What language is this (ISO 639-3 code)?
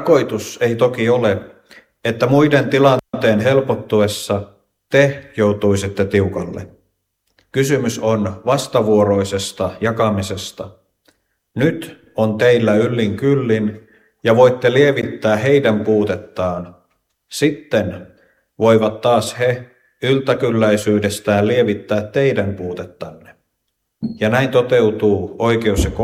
fin